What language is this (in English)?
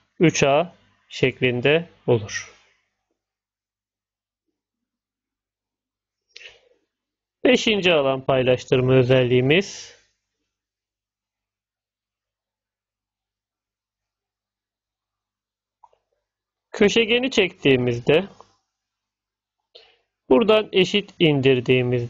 Turkish